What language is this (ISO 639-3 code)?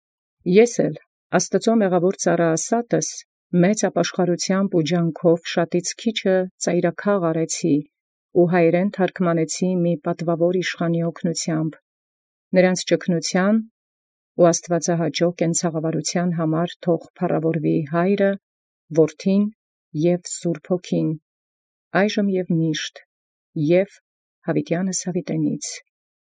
hye